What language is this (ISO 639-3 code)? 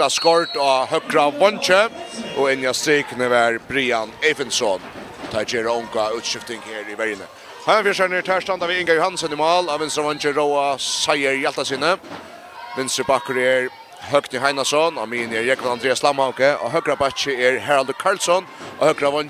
fao